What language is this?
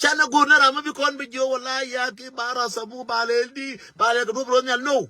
Nuer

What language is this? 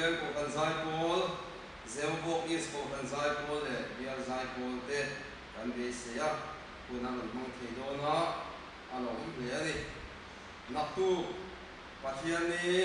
Mizo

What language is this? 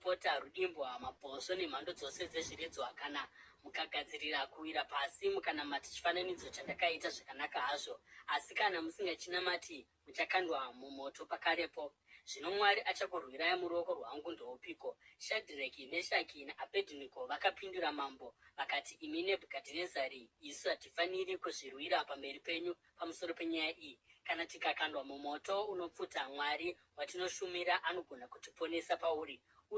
Shona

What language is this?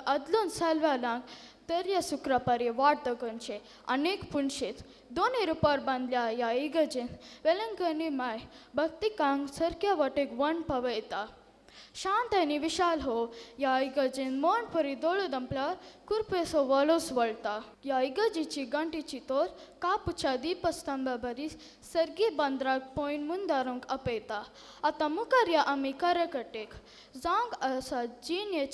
Konkani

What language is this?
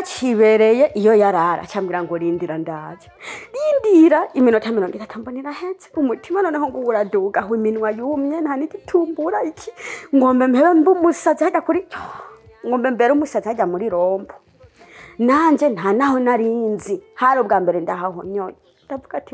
Rundi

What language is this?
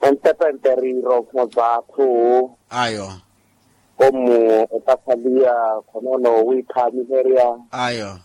Makhuwa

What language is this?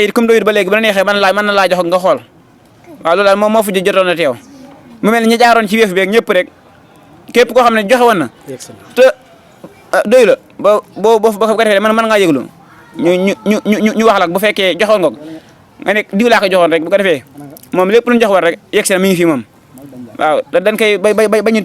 Wolof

